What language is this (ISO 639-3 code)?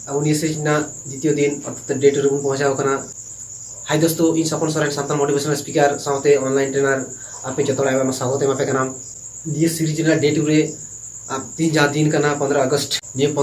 sat